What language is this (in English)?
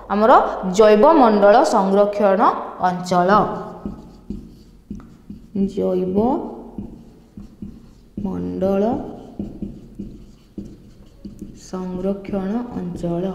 Odia